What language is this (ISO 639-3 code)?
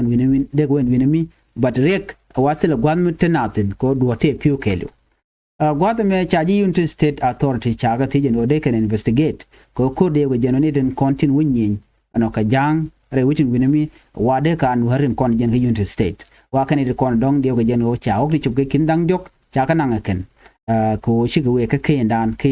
nus